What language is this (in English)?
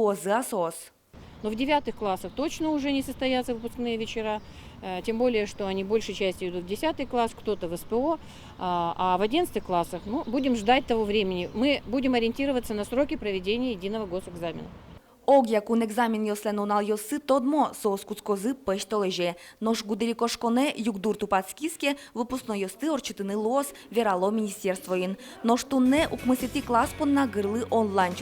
Udmurt